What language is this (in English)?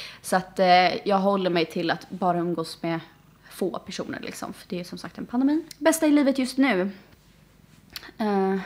Swedish